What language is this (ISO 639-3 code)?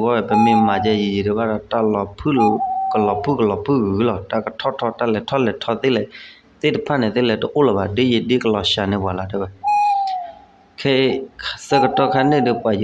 ksw